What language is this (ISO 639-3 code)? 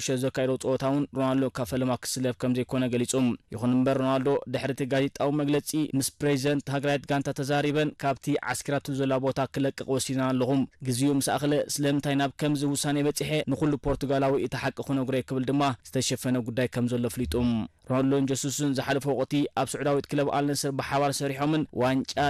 tir